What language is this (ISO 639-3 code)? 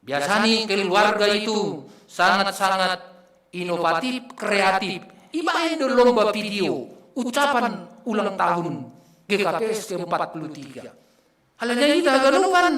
bts